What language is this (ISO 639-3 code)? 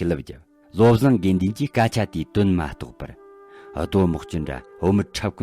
bod